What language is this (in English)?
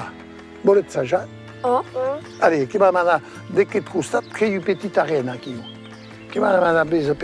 Occitan